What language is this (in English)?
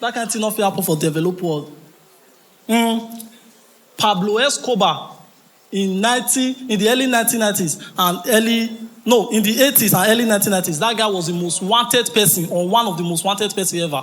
Nigerian Pidgin